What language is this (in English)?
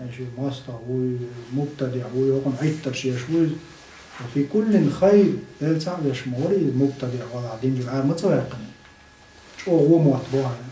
Chechen